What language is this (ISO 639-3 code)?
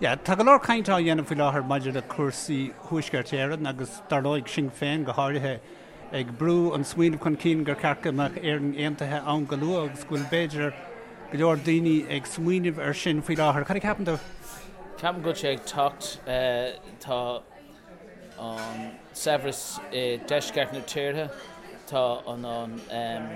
gle